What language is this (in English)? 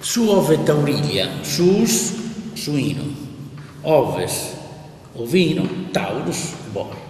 Sardinian